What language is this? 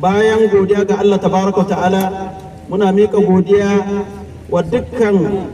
Hausa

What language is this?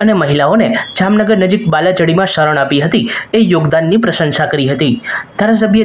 Gujarati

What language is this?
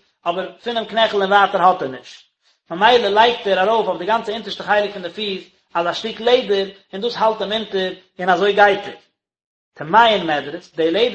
Yiddish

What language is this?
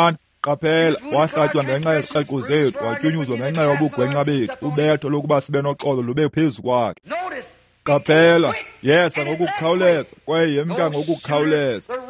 Xhosa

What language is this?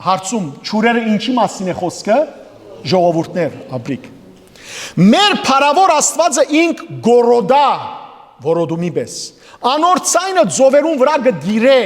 Western Armenian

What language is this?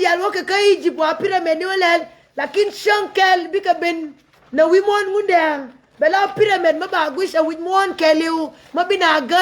Nuer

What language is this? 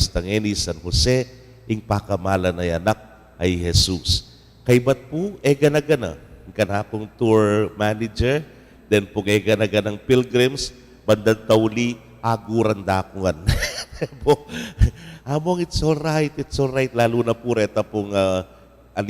Pampanga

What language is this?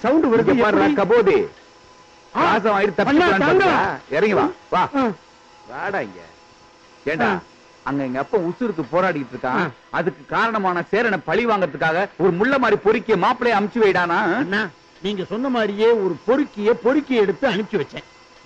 Tamil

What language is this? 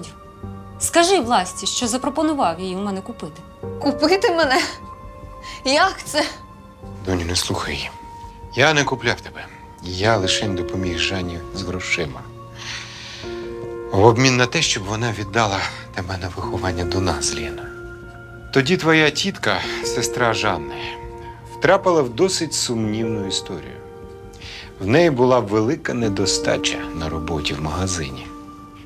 Ukrainian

